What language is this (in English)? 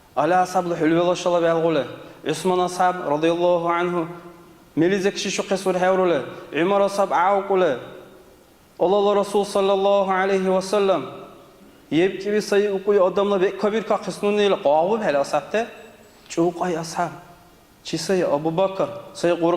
Dargwa